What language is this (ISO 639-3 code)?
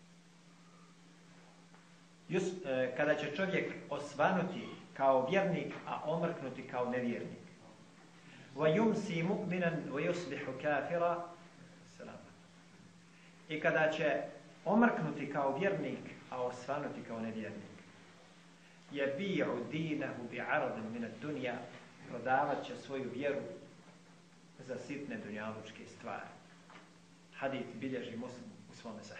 bos